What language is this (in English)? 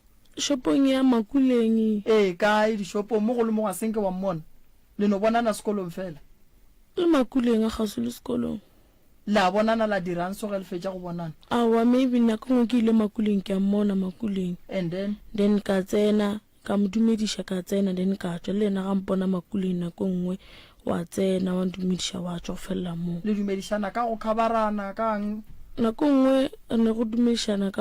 Northern Sotho